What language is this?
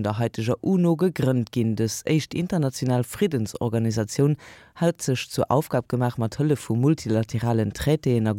Luxembourgish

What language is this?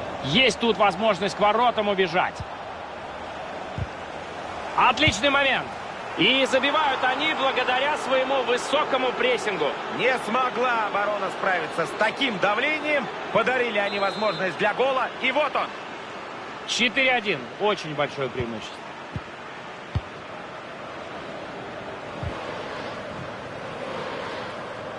Russian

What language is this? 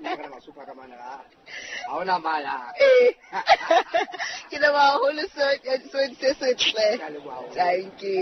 Southern Sotho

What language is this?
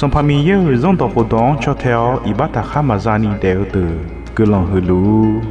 Akha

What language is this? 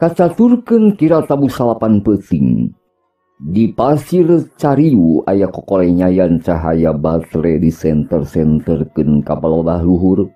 Sundanese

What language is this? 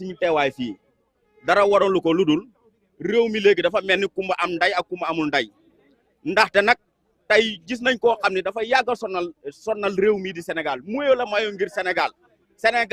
Wolof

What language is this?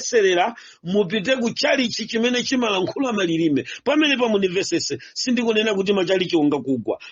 Nyanja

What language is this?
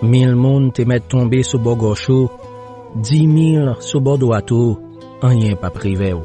Haitian Creole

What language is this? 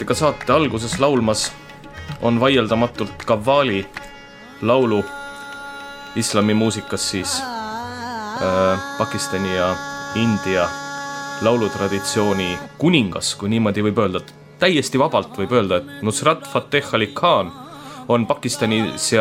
Estonian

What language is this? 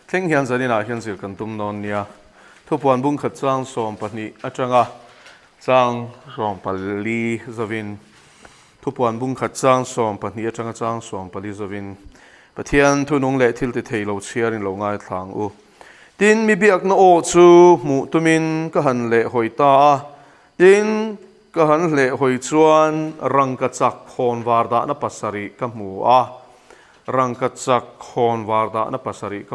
Mizo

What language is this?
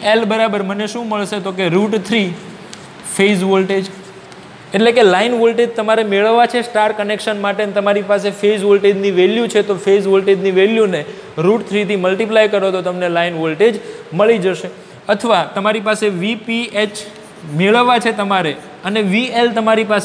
Gujarati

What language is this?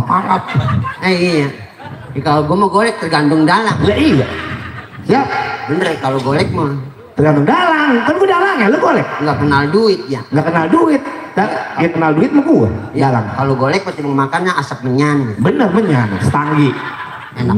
Betawi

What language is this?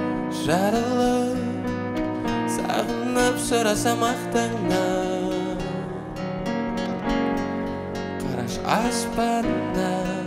Kazakh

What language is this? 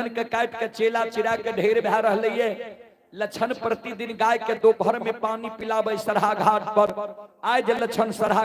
Maithili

